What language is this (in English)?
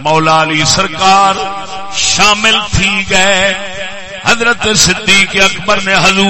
Saraiki